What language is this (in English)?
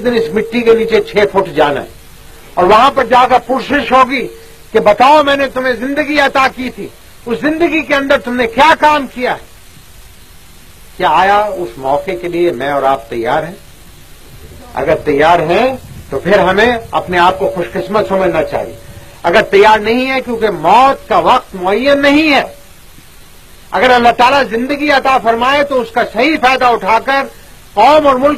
Urdu